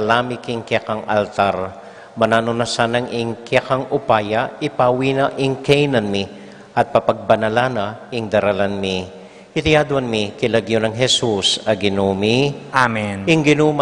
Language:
Pampanga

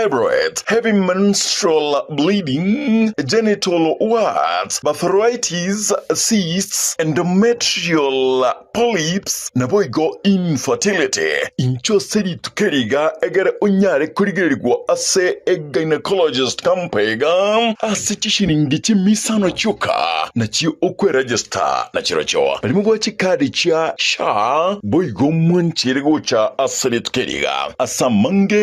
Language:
Gusii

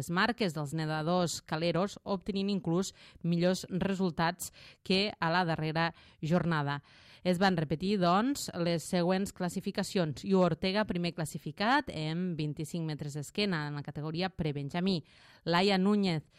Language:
Catalan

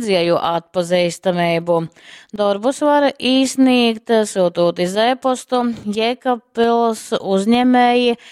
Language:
Latgalian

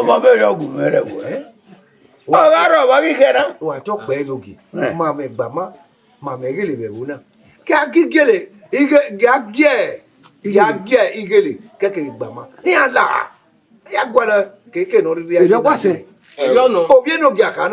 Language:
Bini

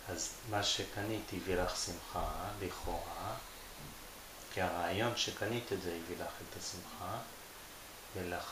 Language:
Hebrew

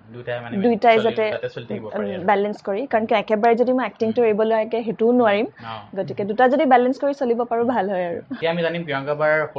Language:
Assamese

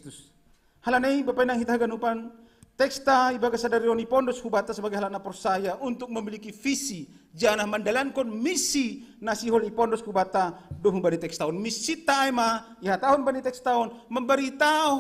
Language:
Batak Simalungun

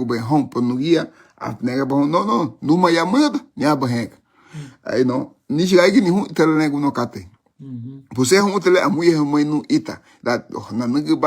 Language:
Garifuna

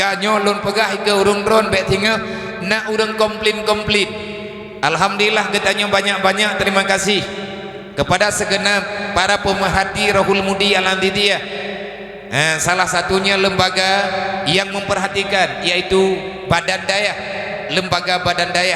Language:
Achinese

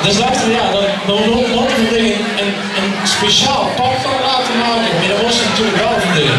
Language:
Limburgish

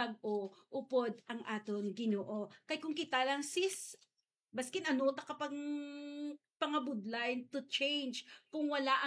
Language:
Hiligaynon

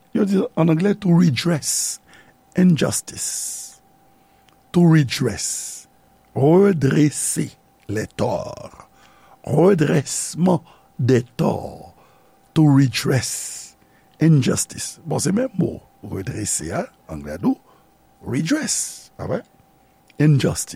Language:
Haitian Creole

